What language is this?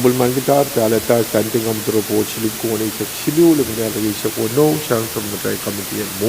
Pohnpeian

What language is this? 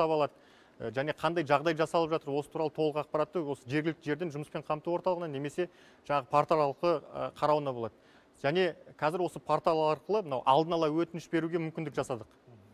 Kazakh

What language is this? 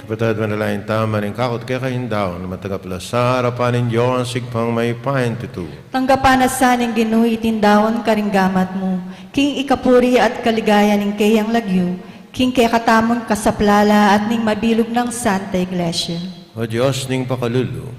Pampanga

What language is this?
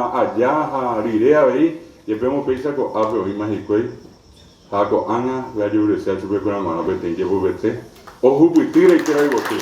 Guarani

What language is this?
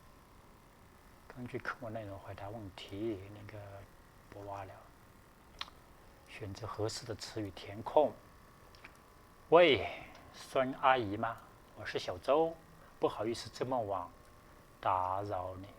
Lao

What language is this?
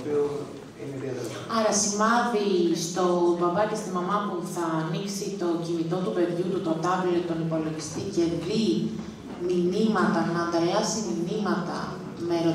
Greek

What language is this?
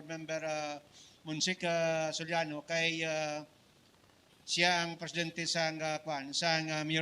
Hiligaynon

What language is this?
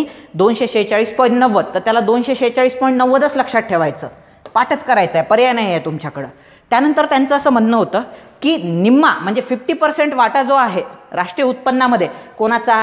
Marathi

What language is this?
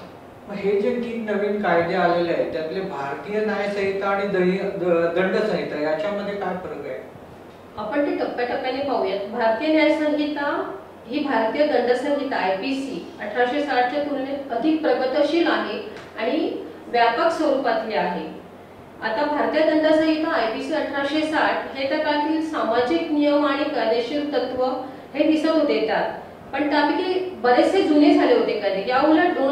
Marathi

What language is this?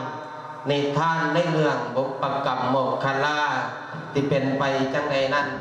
Lao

